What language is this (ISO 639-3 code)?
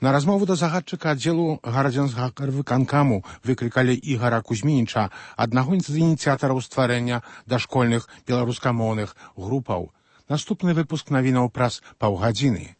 bel